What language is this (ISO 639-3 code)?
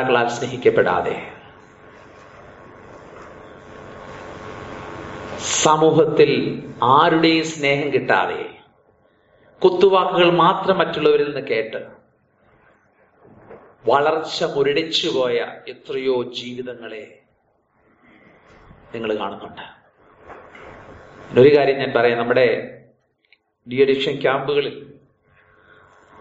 mal